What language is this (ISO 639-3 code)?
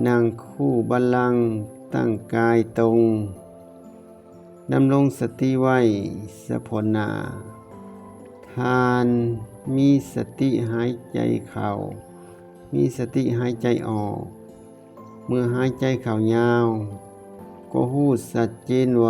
lao